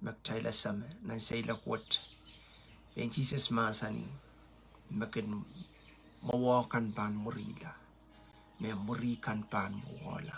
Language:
Pohnpeian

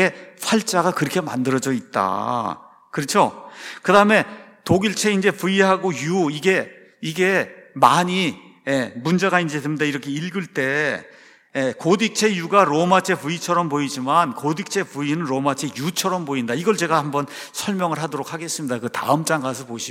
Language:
Korean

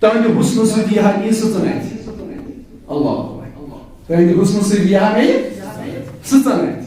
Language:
Kashmiri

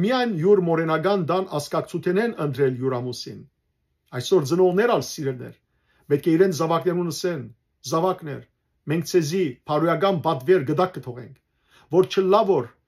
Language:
Western Armenian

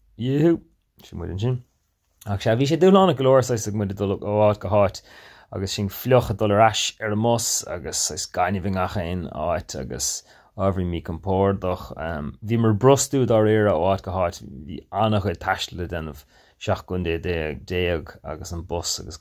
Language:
Irish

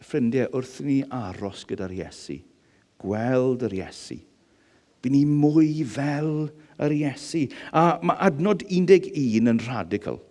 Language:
Welsh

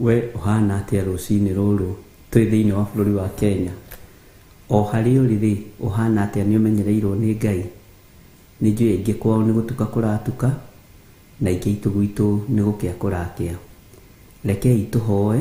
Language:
Kikuyu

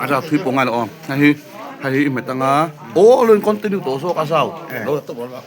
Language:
Mizo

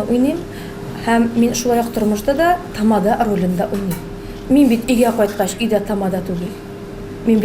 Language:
Tatar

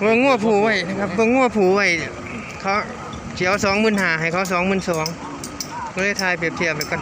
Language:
Northeastern Thai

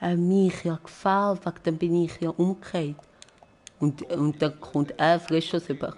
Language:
Swiss German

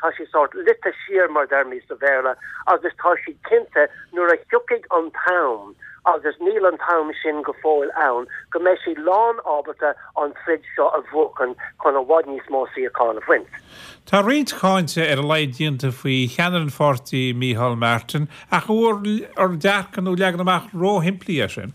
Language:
Irish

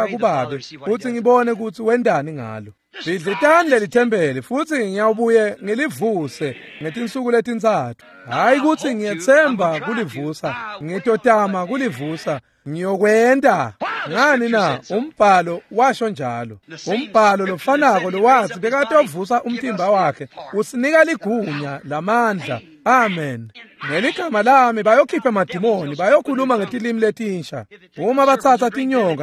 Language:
Swati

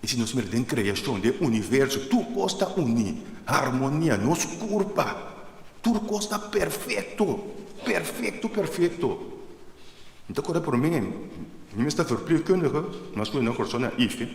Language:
Papiamento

